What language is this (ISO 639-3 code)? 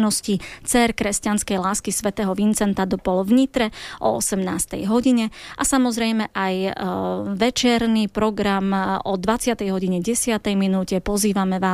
slk